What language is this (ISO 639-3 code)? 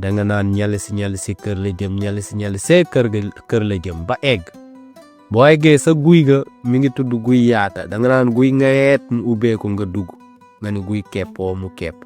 wol